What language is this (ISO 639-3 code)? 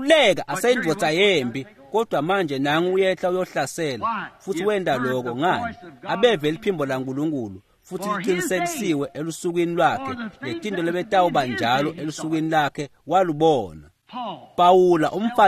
ssw